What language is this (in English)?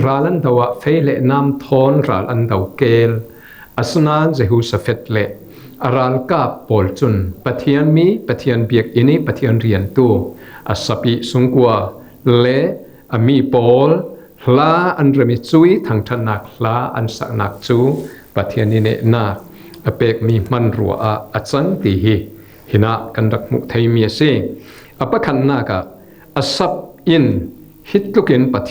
Falam Chin